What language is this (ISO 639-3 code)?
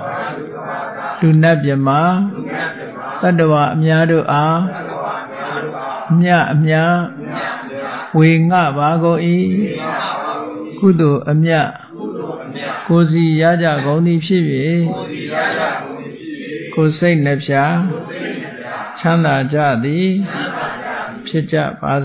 mya